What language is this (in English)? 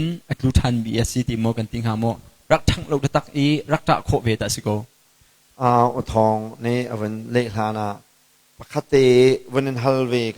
Hakha Chin